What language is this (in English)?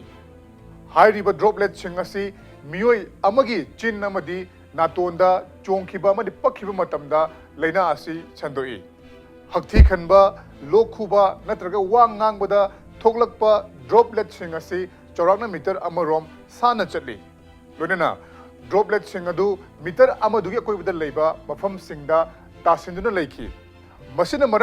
Manipuri